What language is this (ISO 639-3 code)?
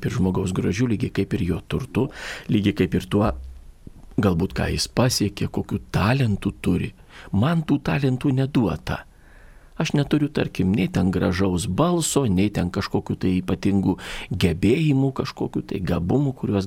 lit